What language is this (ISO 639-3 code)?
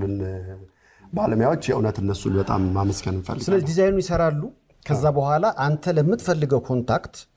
amh